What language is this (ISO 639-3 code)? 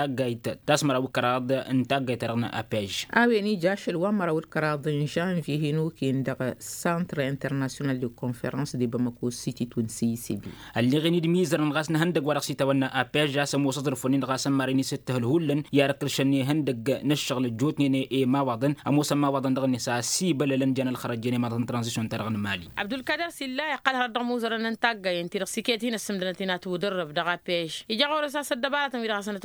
taq